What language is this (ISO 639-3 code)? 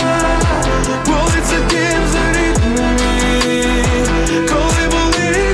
ukr